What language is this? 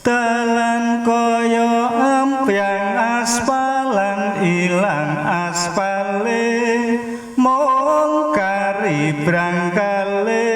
Javanese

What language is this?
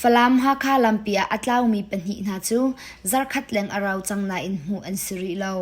Hakha Chin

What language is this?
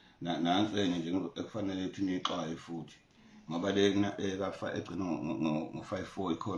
Zulu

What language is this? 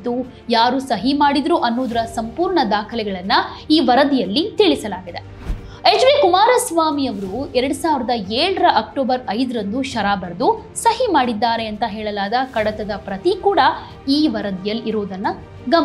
Kannada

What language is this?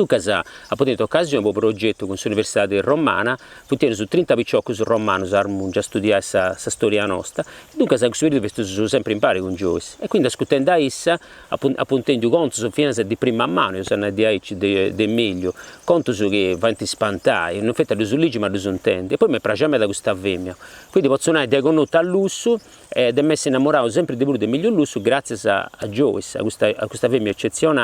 Sardinian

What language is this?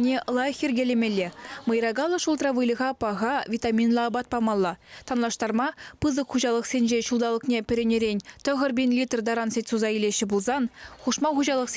Chuvash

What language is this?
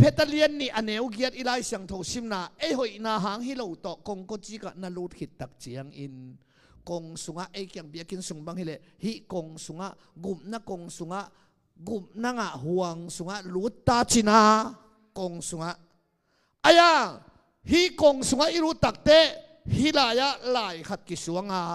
Tedim Chin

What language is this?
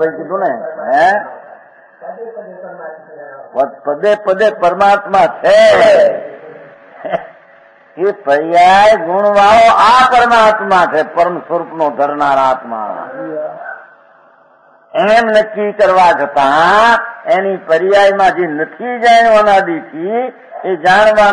Gujarati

